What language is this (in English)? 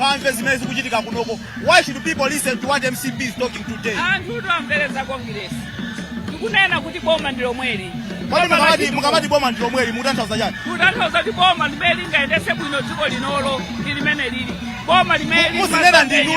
Nyanja